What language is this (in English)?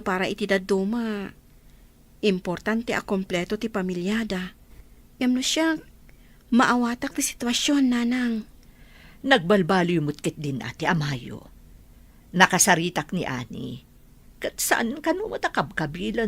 Iloko